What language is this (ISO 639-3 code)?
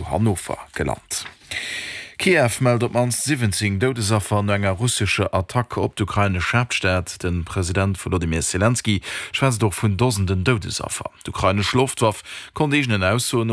ltz